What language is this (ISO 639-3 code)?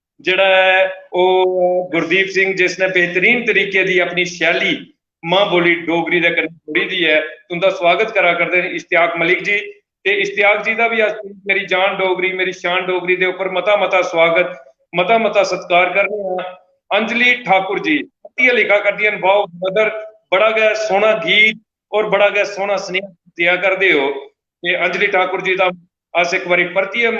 doi